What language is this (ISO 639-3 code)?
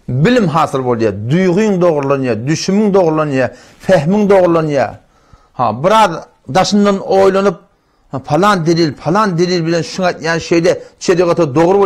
tuk